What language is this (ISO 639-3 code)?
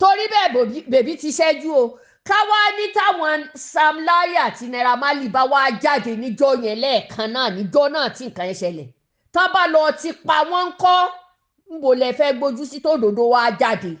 yor